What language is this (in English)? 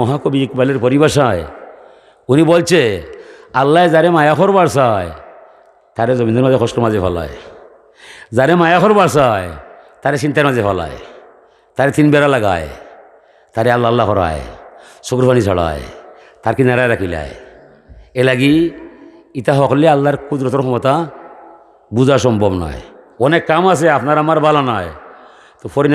Sylheti